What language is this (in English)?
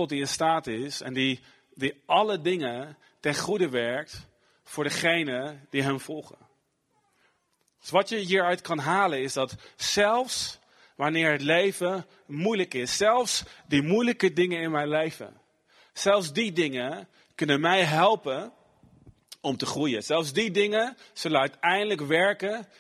Dutch